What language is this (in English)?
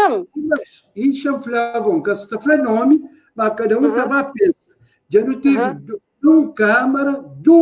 Kabuverdianu